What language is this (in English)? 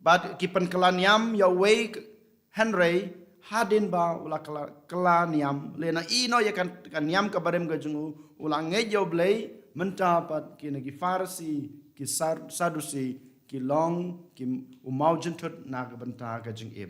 Khasi